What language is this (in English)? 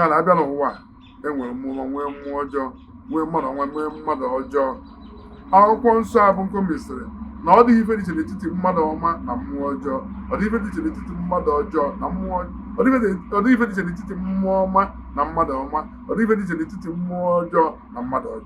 Igbo